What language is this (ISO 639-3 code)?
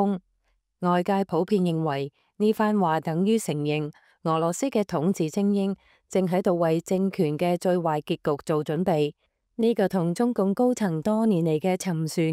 yue